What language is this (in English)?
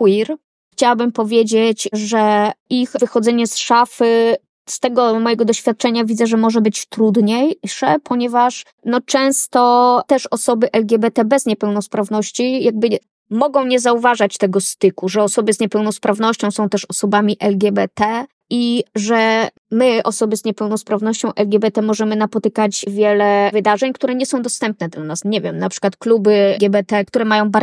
Polish